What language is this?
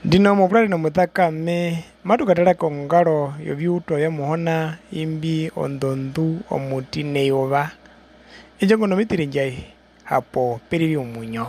Herero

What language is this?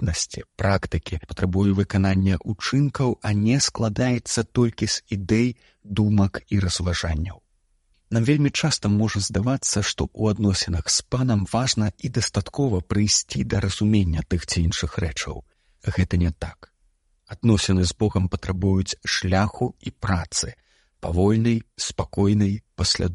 Belarusian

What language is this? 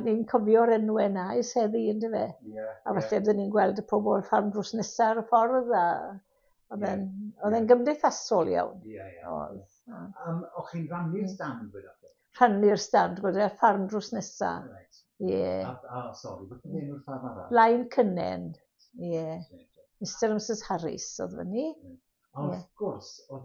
Welsh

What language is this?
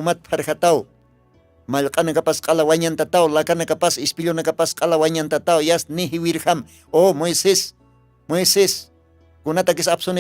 Aymara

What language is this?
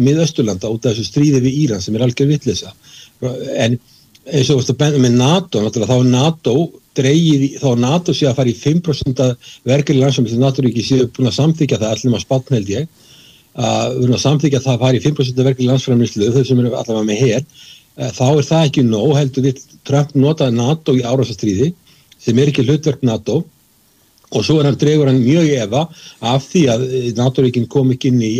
Icelandic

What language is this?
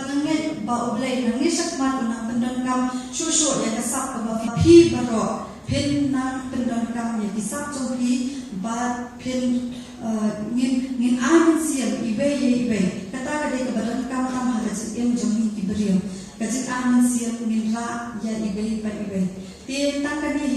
Khasi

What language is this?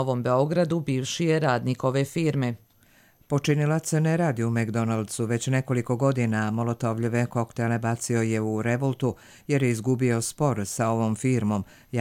Croatian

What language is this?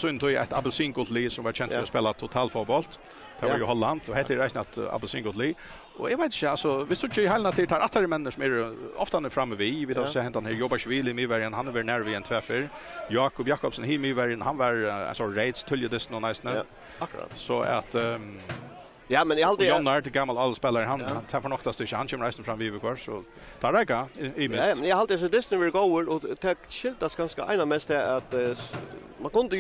Faroese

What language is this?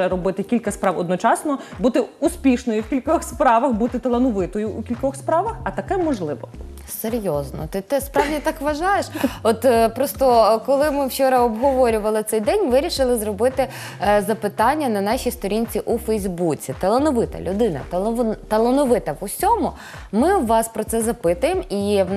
Ukrainian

